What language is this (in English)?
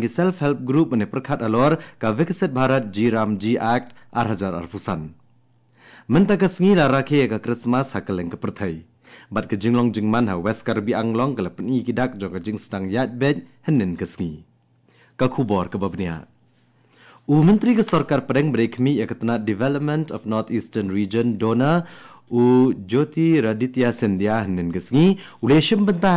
Khasi